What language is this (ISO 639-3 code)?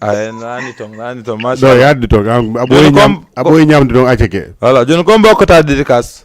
ful